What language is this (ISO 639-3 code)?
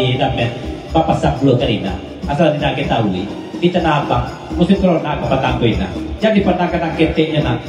min